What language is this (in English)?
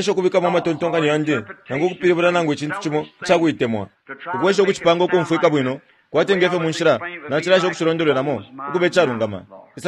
Bemba